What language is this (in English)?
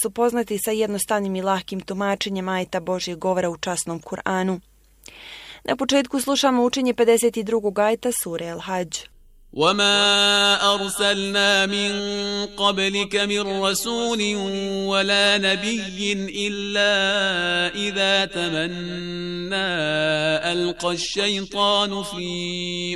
Bosnian